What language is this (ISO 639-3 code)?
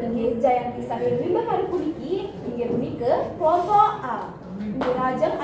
ban